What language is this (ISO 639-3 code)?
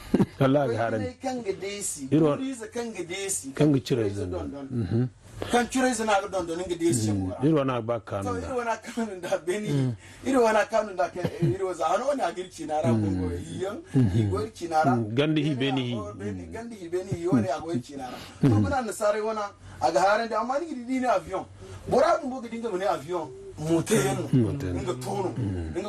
dje